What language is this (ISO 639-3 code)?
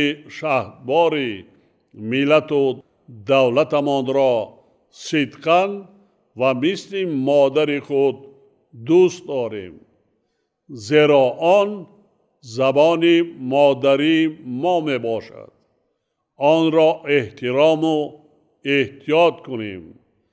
tgk